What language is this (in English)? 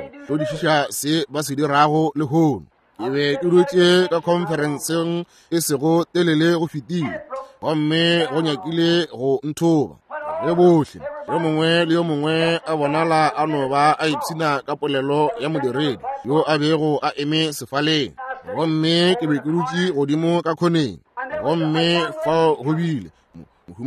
Northern Sotho